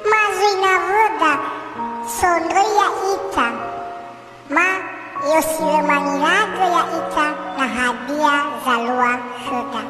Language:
Nias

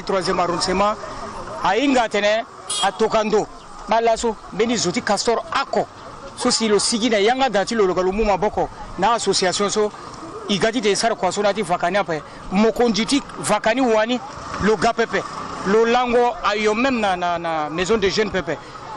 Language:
Sango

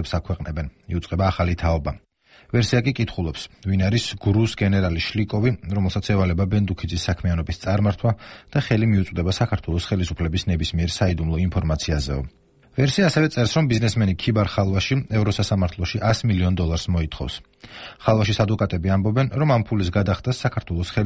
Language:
Georgian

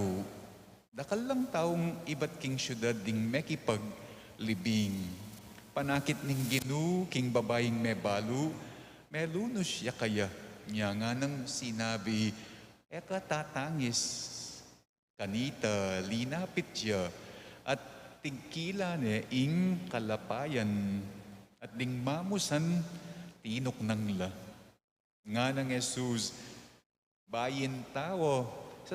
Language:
Pampanga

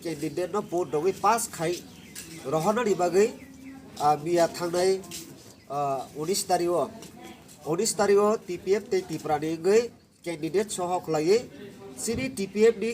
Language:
Kok Borok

